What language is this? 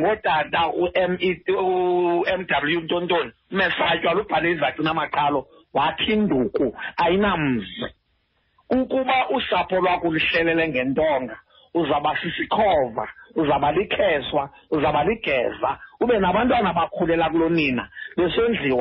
Xhosa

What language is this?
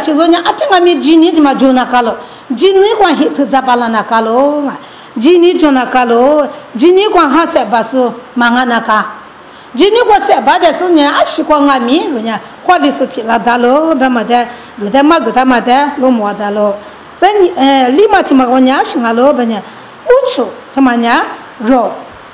Lisu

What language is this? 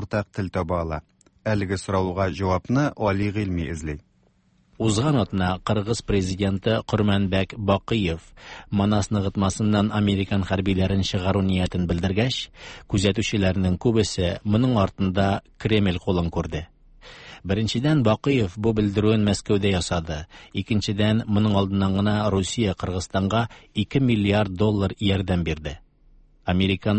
Tatar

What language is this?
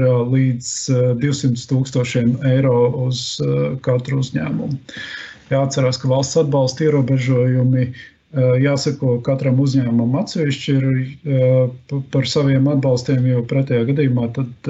Latvian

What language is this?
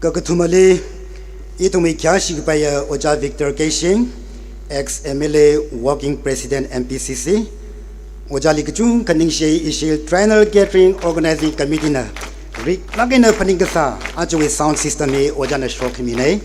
Tangkhul Naga (India)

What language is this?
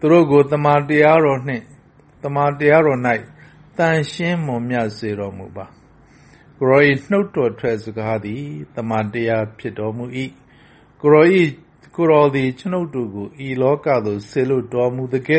Burmese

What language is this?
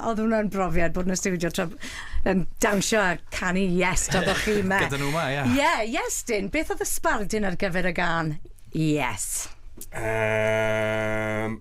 Welsh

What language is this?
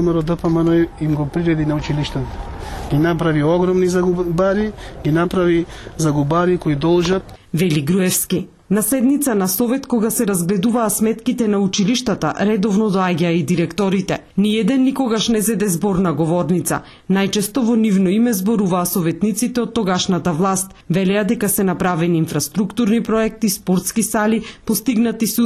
Macedonian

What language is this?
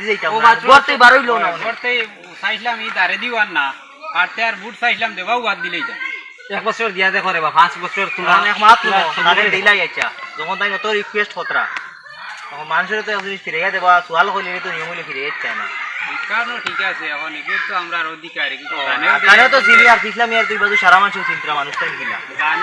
Sylheti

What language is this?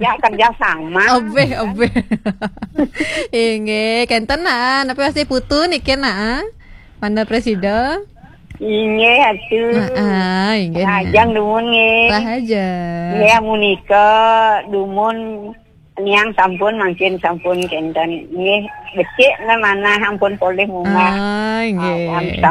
Balinese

